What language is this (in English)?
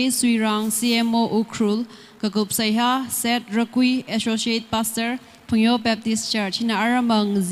Tangkhul Naga (India)